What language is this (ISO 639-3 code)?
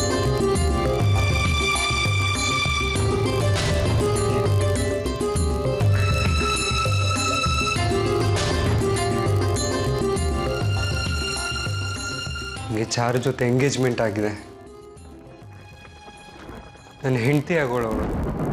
kan